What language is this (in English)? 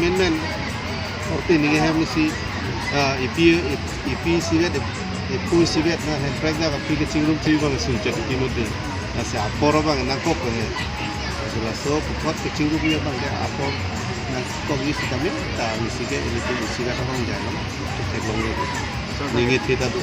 Karbi